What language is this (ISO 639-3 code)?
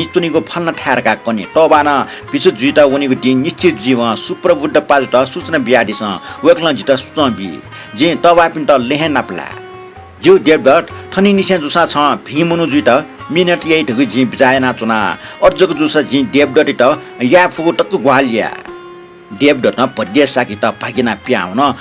new